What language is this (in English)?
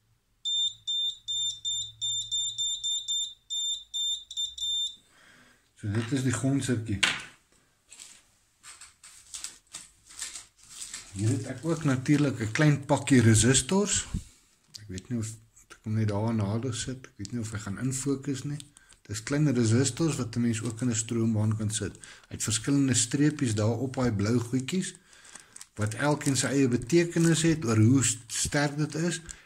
Afrikaans